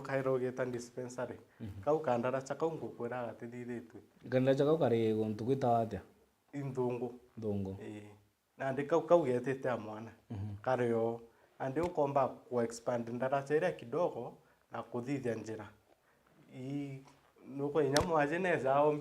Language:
Meru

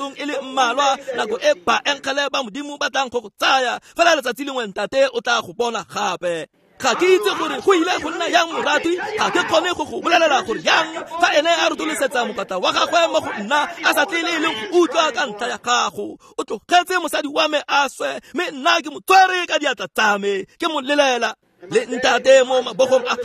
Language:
Tswana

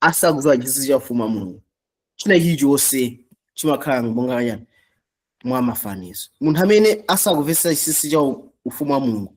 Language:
Nyanja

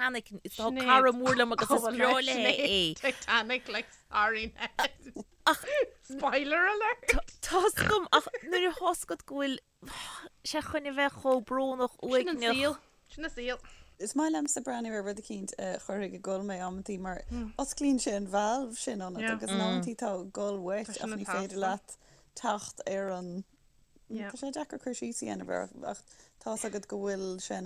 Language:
Irish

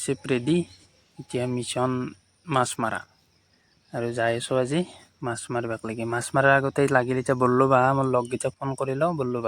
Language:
Assamese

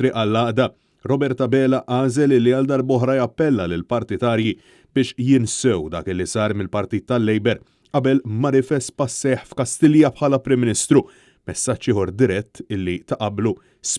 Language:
Maltese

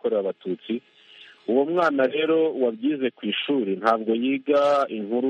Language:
Kinyarwanda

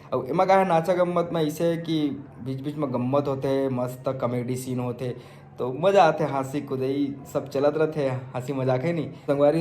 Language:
Chhattisgarhi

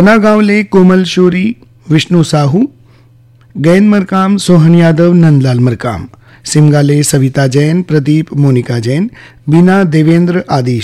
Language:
Chhattisgarhi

